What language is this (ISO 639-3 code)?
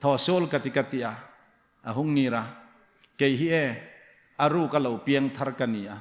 hmr